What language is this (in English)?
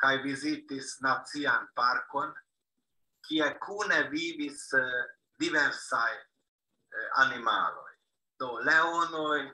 Esperanto